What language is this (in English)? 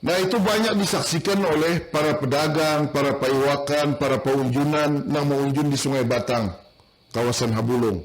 Banjar